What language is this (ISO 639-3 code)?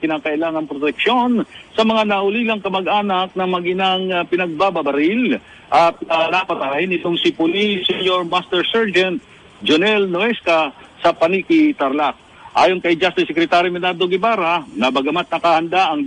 fil